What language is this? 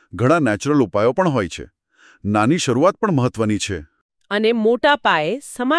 Gujarati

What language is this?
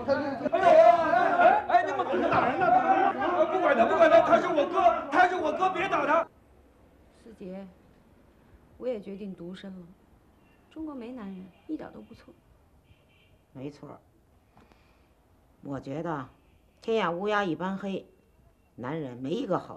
Chinese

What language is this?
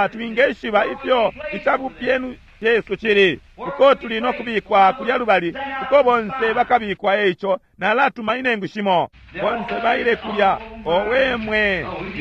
Bemba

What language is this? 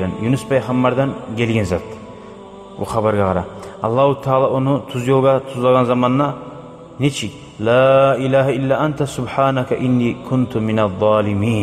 Kumyk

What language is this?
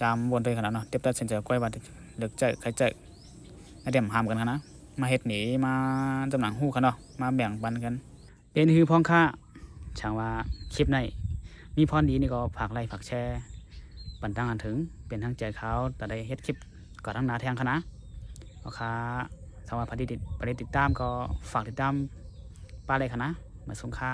Shan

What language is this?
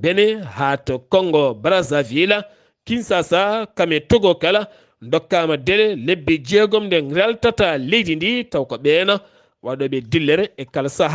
Fula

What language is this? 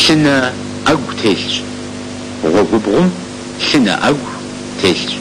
Kabardian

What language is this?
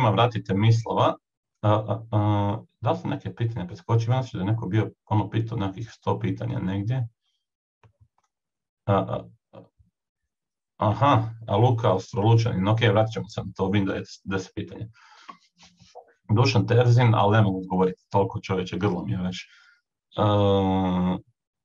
Croatian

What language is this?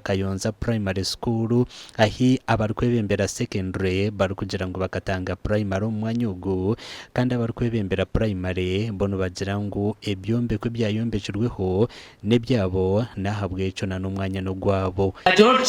Nyankole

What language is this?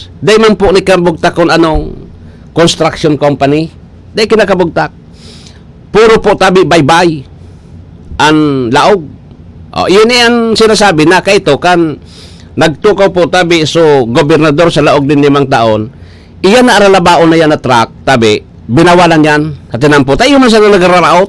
Bikol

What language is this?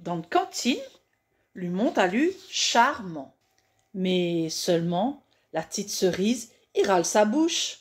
Réunion Creole French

